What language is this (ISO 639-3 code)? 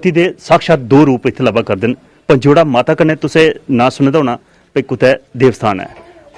doi